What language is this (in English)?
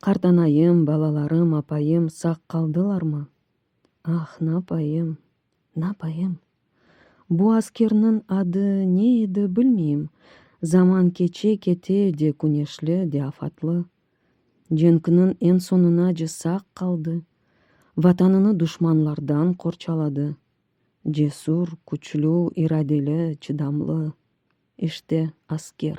Crimean Tatar